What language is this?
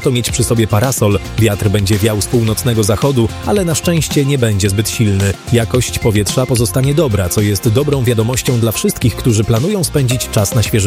Polish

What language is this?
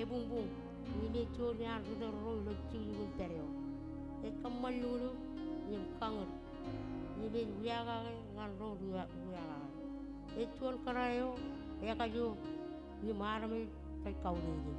Marshallese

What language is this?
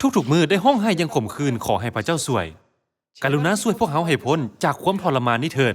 Lao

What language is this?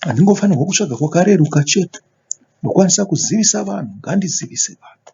Shona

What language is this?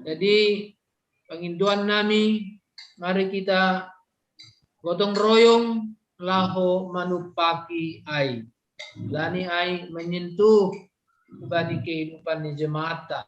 Batak Simalungun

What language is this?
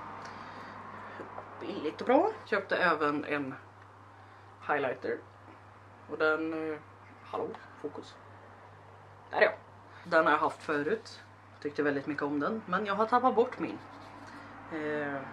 Swedish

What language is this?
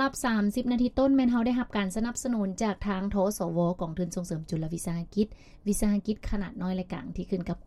Lao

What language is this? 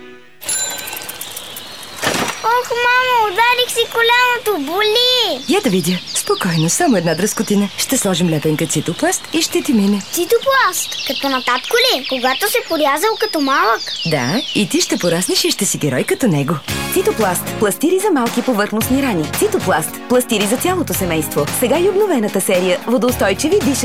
Bulgarian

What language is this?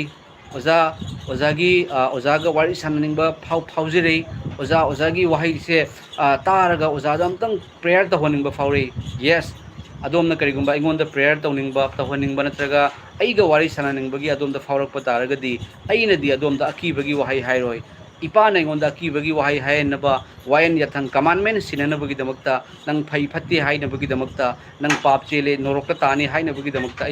Manipuri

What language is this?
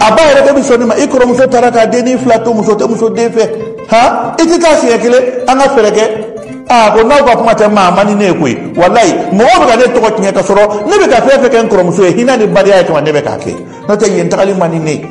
Bambara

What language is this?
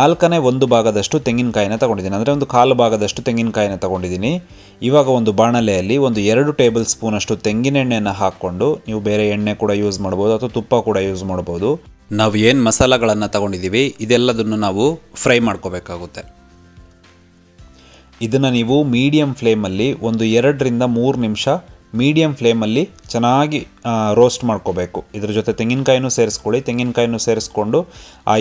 Kannada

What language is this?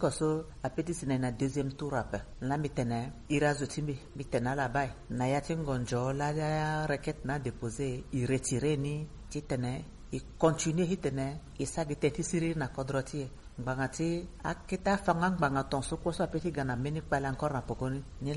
Sango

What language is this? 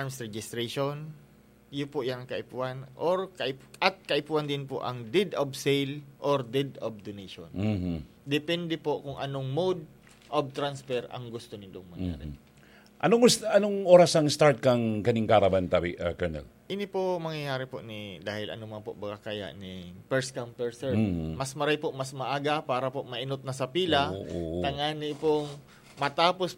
Bikol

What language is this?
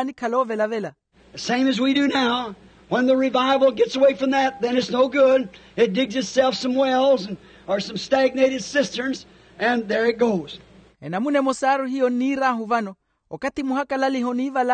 Makhuwa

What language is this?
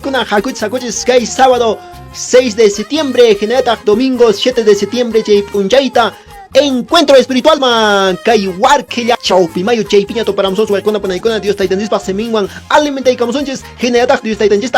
Quechua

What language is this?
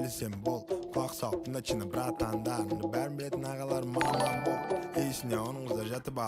Kara-Kalpak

